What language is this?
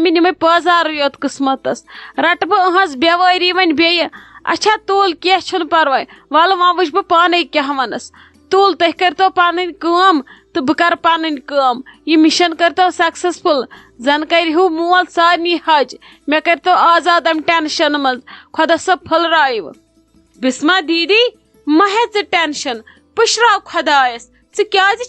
Kashmiri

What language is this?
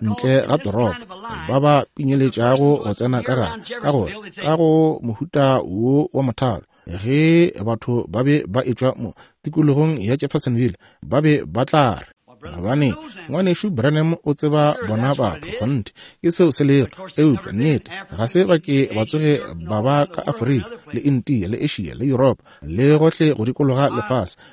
Northern Sotho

